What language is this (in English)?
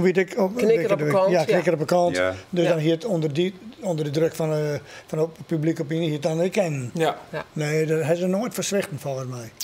Western Frisian